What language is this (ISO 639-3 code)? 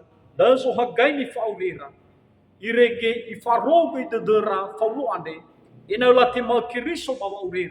nia